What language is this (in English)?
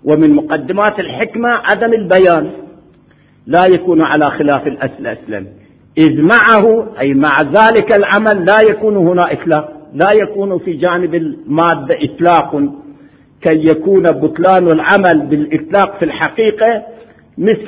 Arabic